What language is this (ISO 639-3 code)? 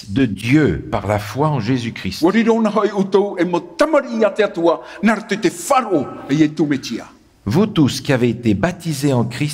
tah